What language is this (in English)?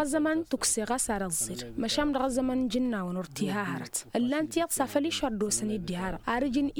Tamasheq